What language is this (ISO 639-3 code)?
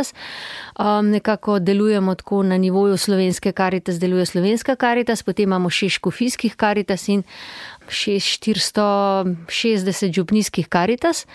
slv